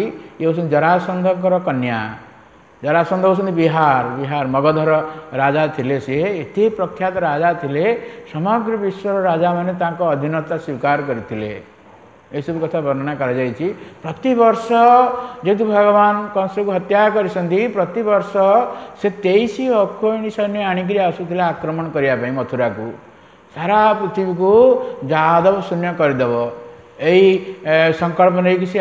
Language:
Odia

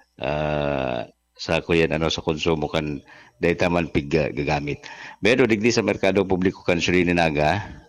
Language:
Bikol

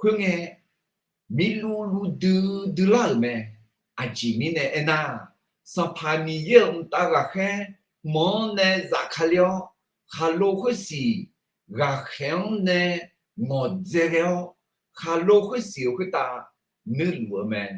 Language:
Akha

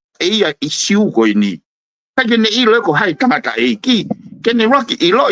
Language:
Tongan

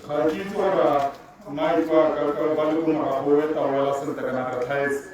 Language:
Tswana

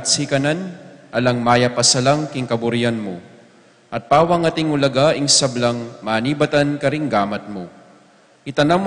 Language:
Pampanga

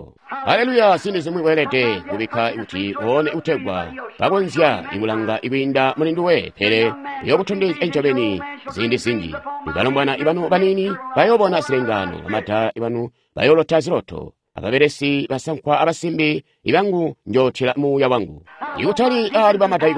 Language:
Tonga (Zambia)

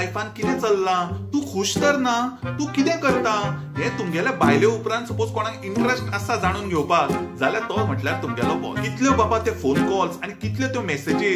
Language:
Konkani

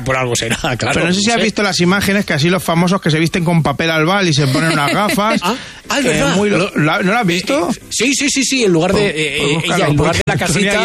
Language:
Spanish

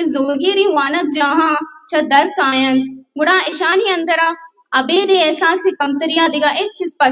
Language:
Baluchi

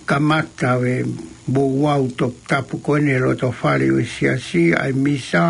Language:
Tongan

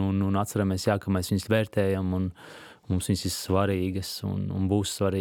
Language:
Latvian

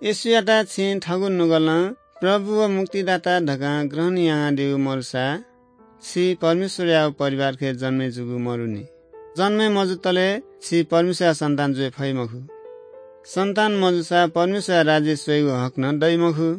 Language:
Newari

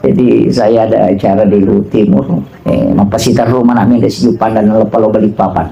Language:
Buginese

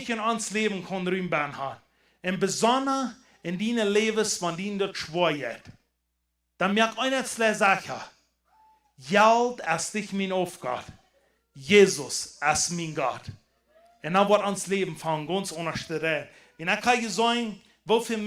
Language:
Plautdietsch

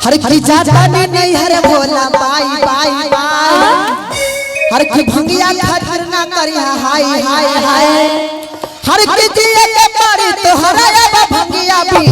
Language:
Magahi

